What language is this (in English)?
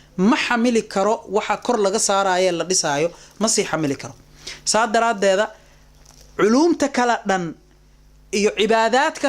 Somali